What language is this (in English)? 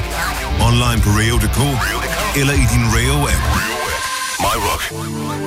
Danish